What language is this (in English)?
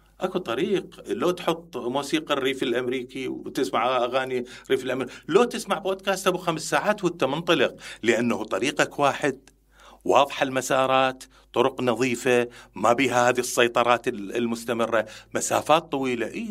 Mesopotamian Arabic